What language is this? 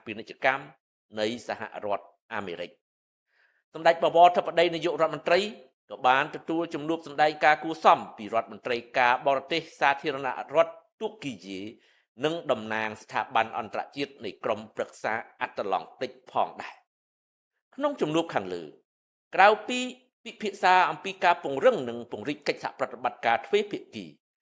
Khmer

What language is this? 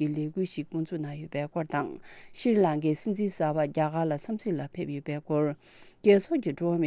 Tibetan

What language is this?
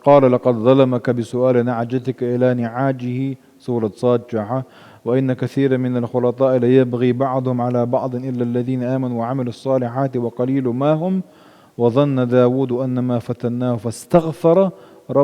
Chechen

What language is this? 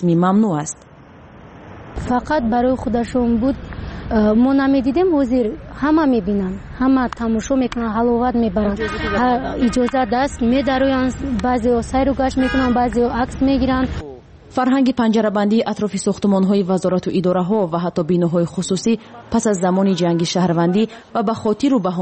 Persian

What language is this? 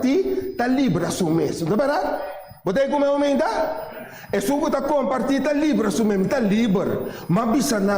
Papiamento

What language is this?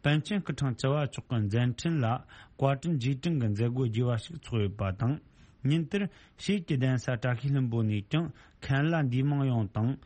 Tibetan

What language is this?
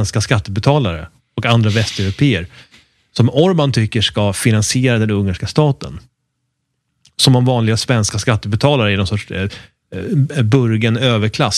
Swedish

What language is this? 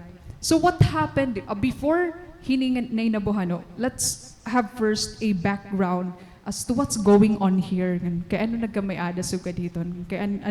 Waray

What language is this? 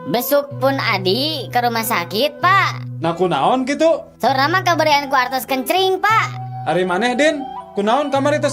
Sundanese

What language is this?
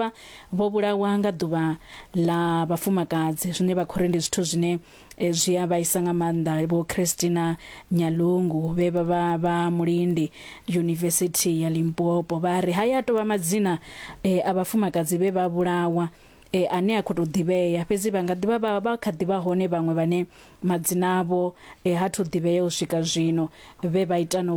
Venda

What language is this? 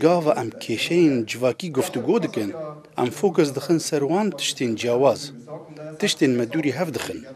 Kurdish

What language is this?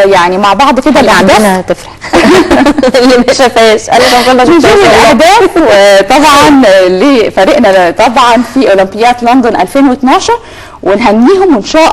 Egyptian Arabic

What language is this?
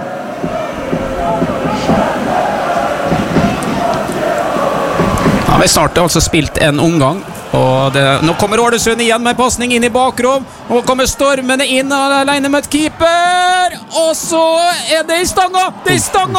Norwegian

